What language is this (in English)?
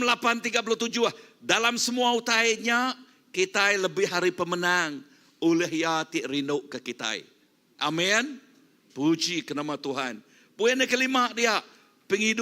Iban